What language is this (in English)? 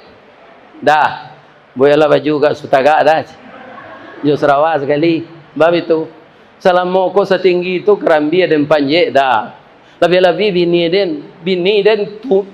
Minangkabau